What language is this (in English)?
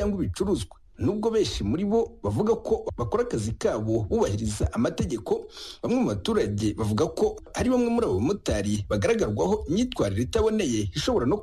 Kinyarwanda